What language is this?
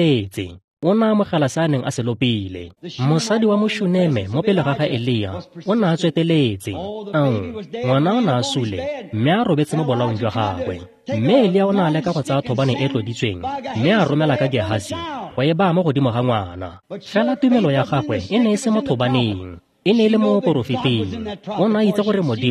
Tswana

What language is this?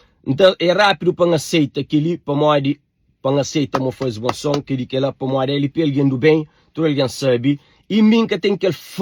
Kabuverdianu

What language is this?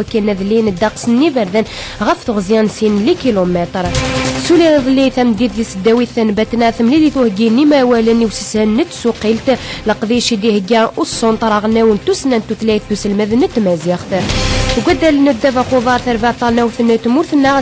Kabyle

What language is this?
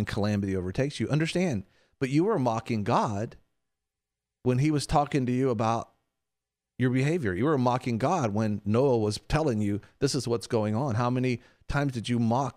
English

